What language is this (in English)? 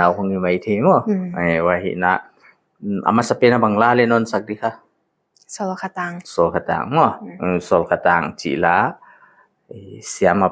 Paite Chin